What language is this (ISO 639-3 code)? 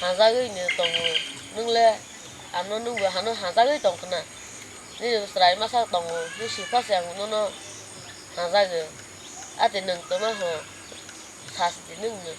trp